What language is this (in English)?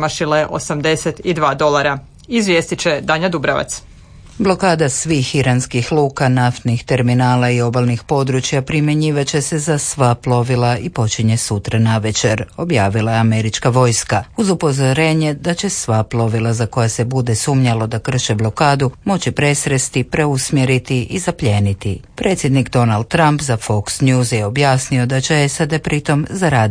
Croatian